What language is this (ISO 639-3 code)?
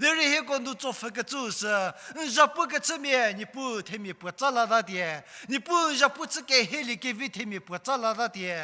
njm